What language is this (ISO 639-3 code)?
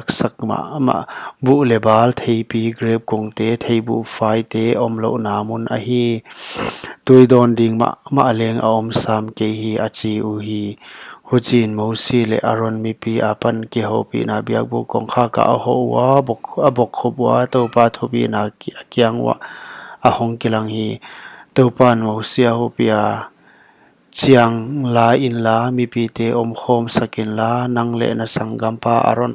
pck